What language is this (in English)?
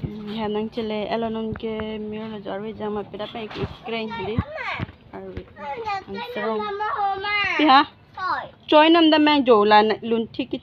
Karbi